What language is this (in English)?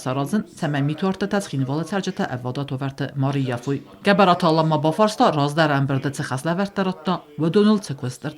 Ossetic